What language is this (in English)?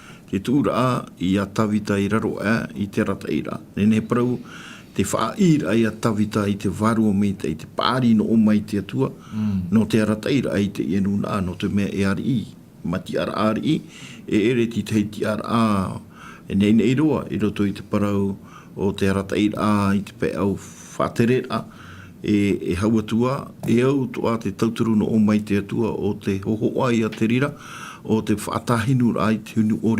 Tahitian